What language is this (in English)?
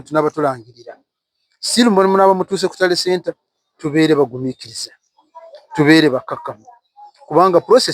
Ganda